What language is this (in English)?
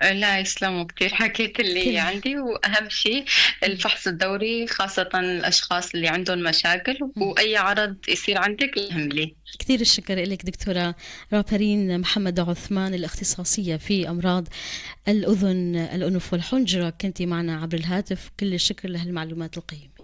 North Levantine Arabic